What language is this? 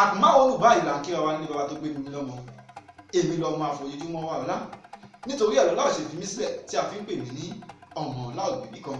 Yoruba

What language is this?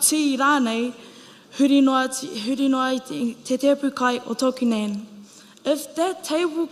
Māori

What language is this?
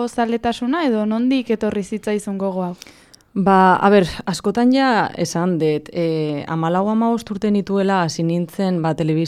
Basque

